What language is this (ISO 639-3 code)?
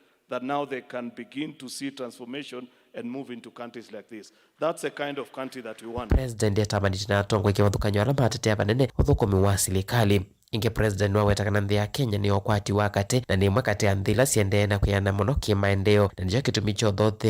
kam